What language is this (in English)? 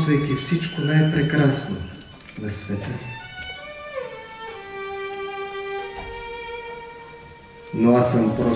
Bulgarian